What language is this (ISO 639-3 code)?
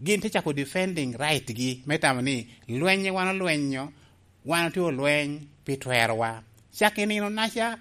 laj